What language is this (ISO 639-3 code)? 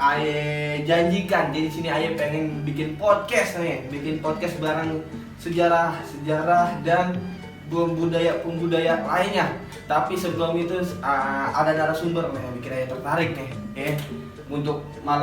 bew